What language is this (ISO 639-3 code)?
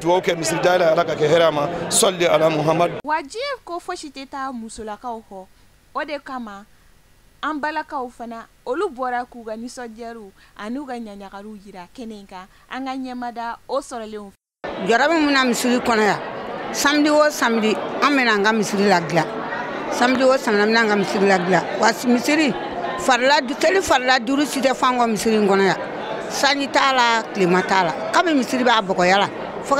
bam